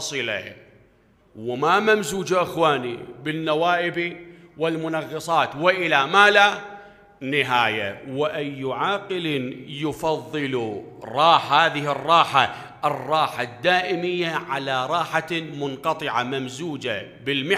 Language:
Mesopotamian Arabic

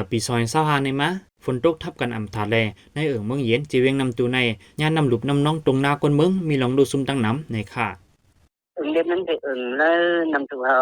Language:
Shan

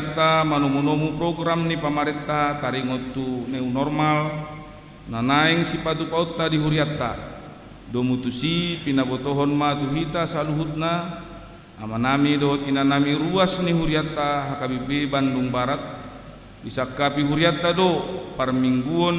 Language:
Batak Toba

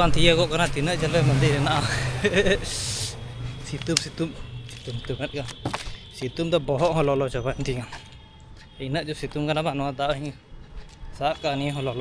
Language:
Santali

